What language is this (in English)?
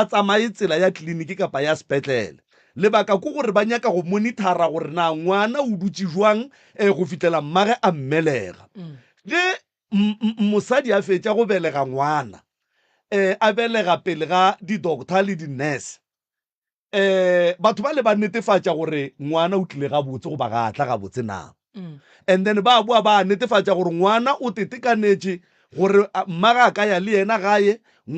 Northern Sotho